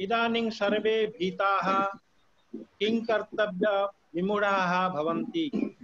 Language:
Sanskrit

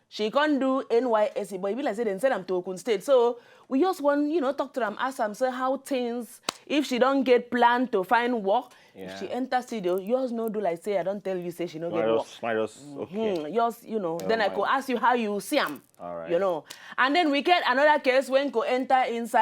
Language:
Nigerian Pidgin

